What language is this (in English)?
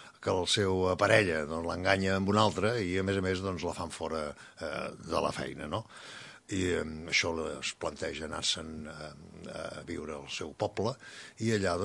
Catalan